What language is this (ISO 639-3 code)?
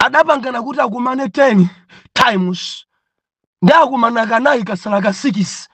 nya